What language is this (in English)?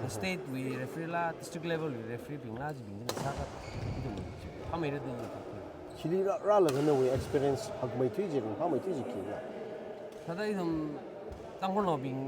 Tangkhul Naga (India)